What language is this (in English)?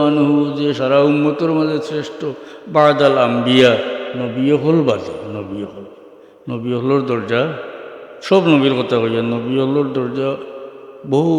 Sylheti